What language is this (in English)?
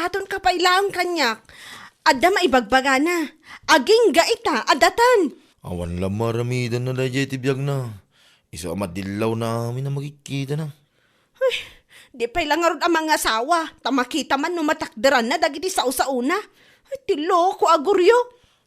Iloko